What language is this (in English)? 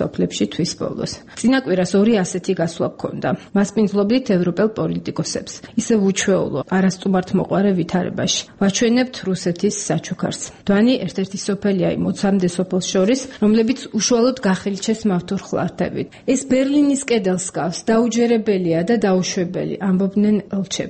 Georgian